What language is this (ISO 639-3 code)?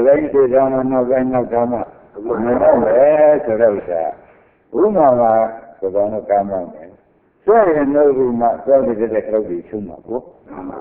mya